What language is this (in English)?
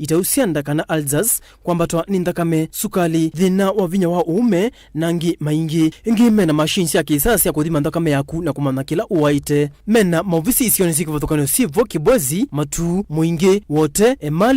Kamba